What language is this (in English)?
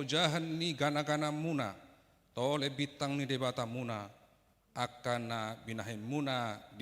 Batak Toba